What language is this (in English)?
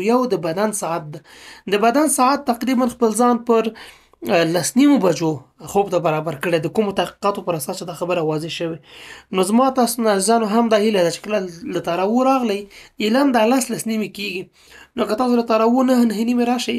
Pashto